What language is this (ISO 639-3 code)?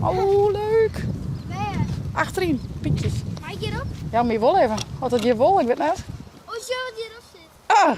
fry